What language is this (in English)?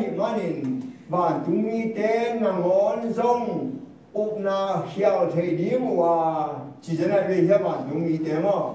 Tedim Chin